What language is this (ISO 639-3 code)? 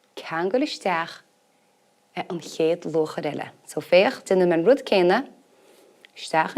gle